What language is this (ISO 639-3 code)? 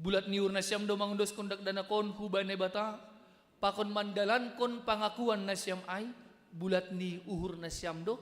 bts